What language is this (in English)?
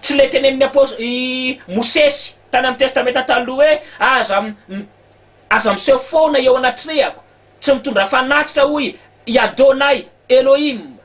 Malagasy